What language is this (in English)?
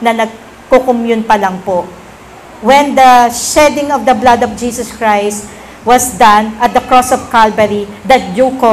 Filipino